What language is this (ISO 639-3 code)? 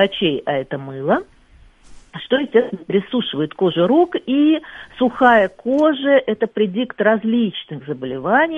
rus